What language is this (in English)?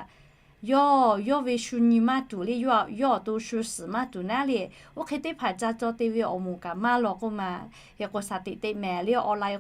Lahu